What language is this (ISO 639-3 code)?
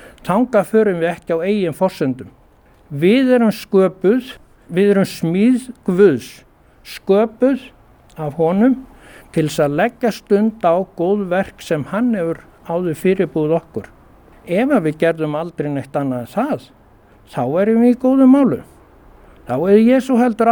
isl